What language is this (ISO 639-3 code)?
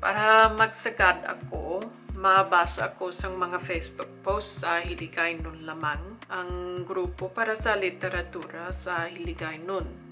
hil